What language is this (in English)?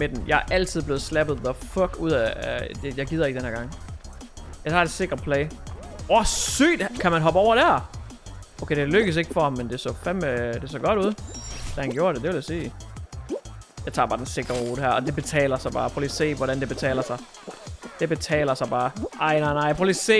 Danish